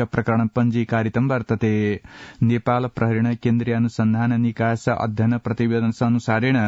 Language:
Sanskrit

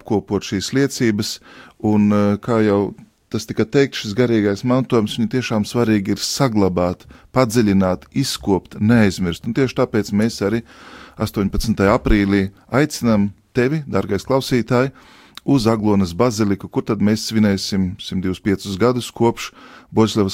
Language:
Latvian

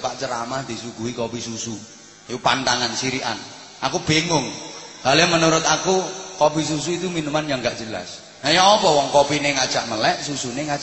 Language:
Javanese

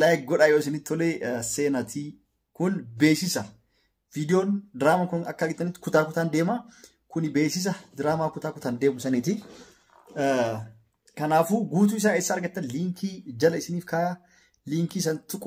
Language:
Oromo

